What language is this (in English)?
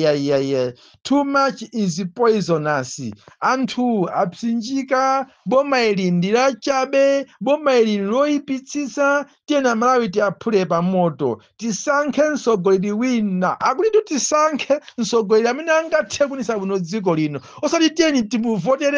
Nyanja